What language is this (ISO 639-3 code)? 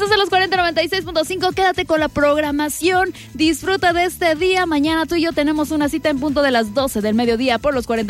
spa